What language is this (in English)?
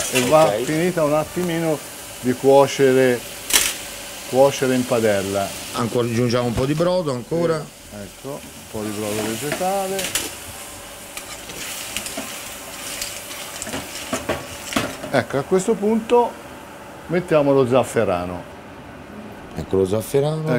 Italian